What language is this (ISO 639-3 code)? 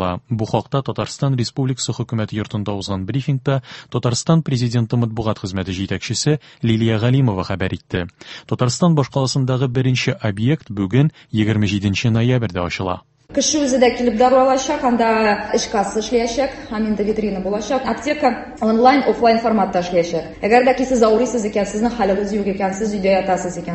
tat